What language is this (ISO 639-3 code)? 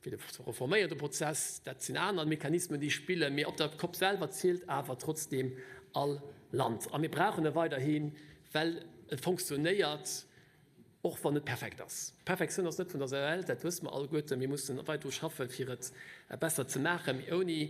ltz